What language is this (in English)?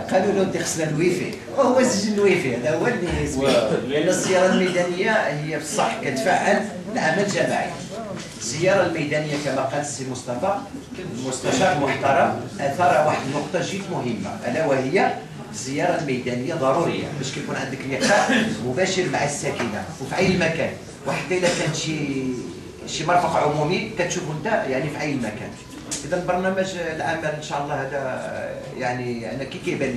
Moroccan Arabic